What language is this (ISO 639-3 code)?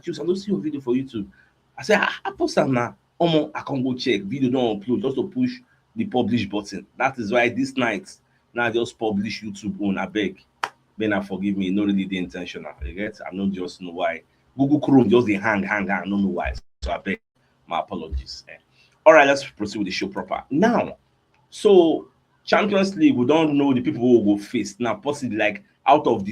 pcm